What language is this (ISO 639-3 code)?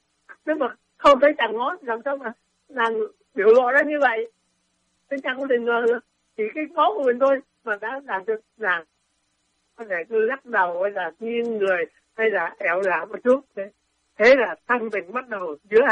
vie